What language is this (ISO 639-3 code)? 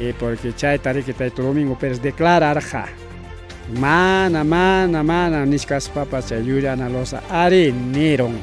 quy